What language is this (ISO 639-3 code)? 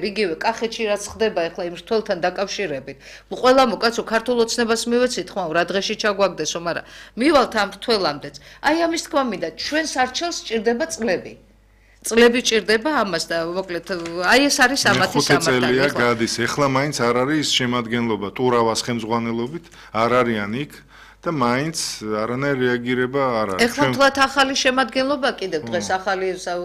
kat